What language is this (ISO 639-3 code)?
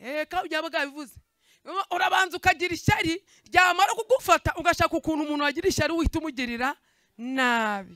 kin